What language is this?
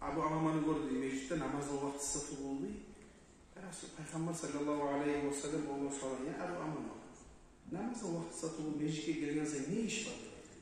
Kumyk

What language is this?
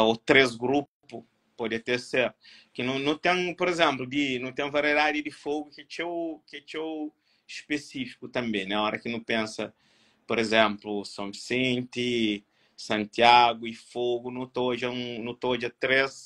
Kabuverdianu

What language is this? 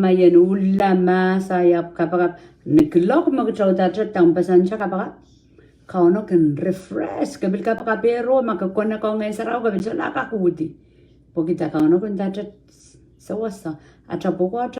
Pohnpeian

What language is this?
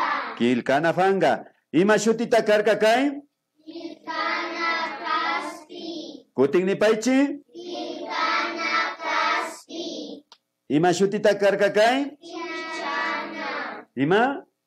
Imbabura Highland Quichua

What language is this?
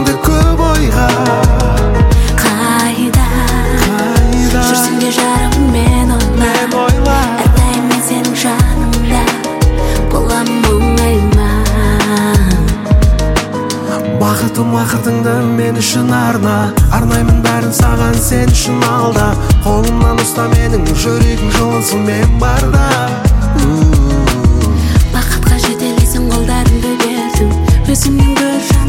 Kazakh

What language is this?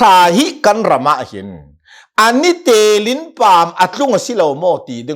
Hakha Chin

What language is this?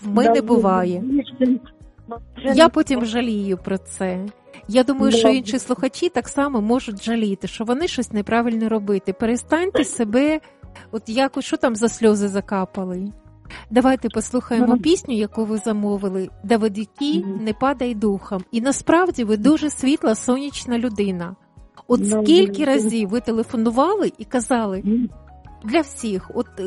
Ukrainian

